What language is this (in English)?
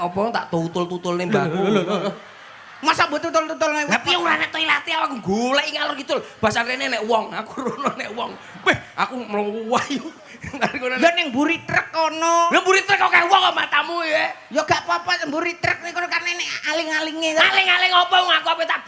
Javanese